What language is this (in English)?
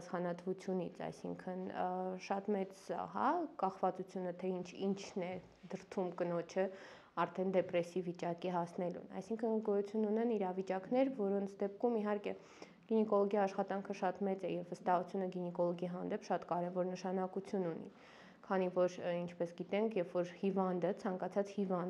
Armenian